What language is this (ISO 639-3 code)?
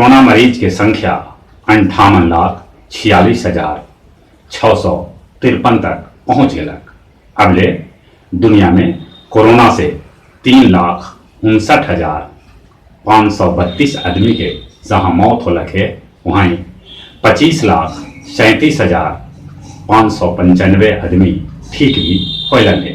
mag